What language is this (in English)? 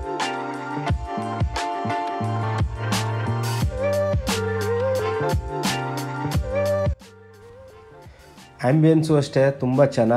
Kannada